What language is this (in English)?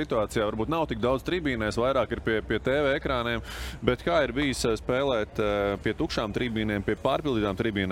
Latvian